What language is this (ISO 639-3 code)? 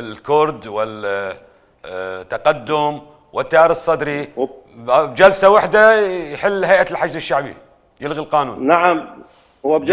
acm